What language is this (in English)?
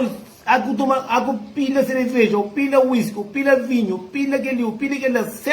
Kabuverdianu